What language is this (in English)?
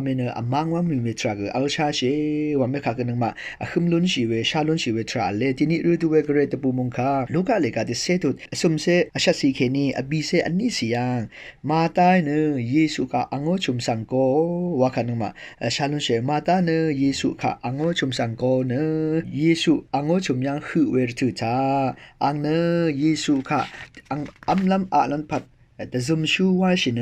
Rawang